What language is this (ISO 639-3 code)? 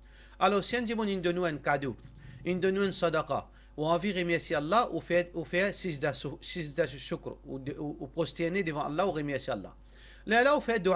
mfe